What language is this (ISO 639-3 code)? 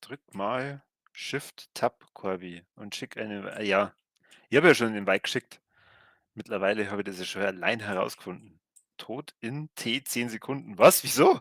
bar